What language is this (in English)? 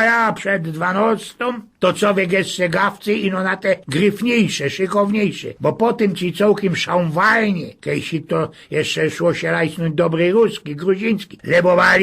Silesian